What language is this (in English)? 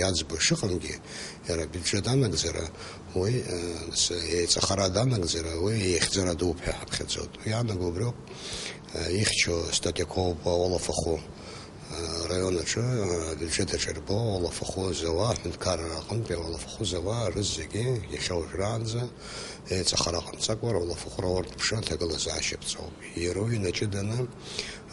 Abkhazian